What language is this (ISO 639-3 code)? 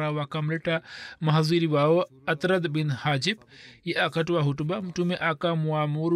swa